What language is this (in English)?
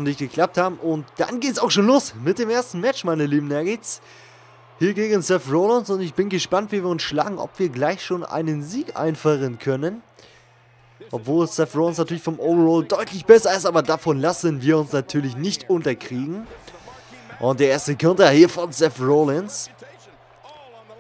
German